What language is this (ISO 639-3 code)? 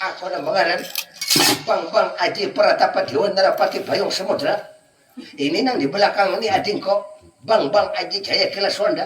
bjn